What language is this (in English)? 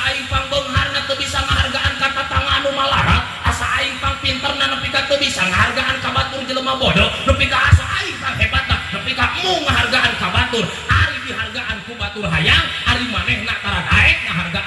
Sundanese